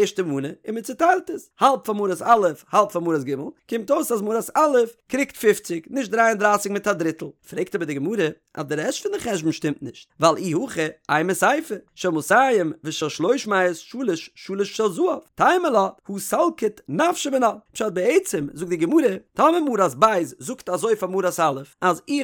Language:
Yiddish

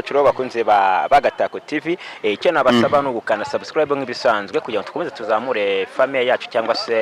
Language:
Kinyarwanda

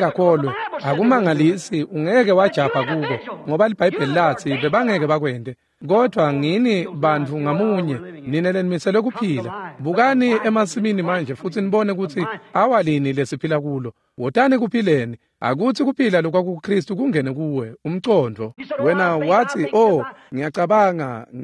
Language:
Swati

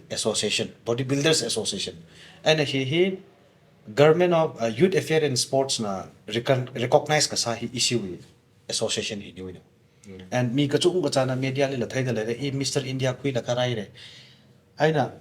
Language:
Tangkhul Naga (India)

